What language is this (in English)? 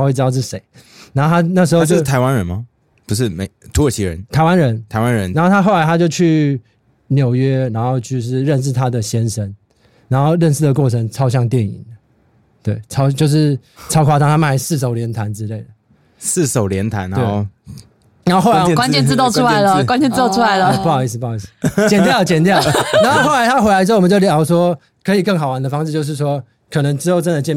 Chinese